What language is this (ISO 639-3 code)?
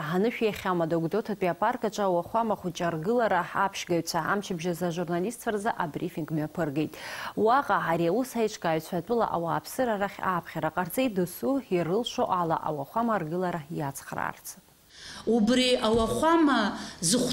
abk